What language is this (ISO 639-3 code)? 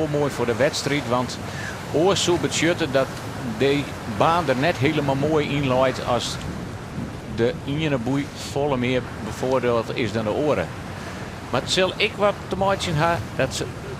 fry